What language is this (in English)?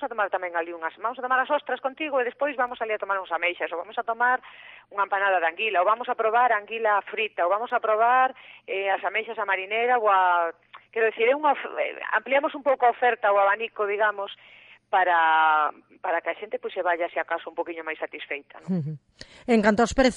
Galician